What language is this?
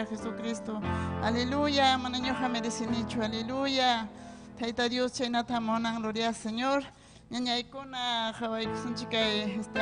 Ayacucho Quechua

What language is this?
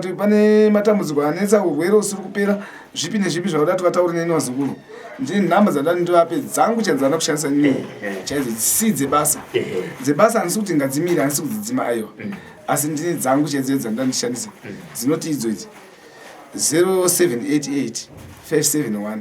Shona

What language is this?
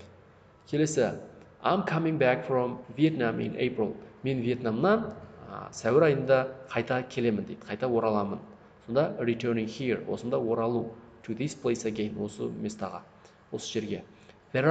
Kazakh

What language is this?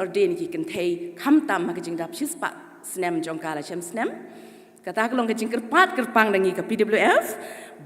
Khasi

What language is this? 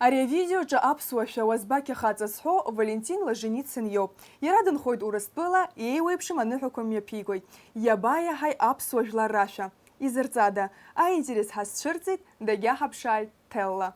Abkhazian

